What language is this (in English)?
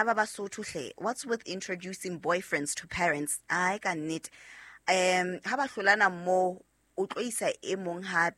Southern Sotho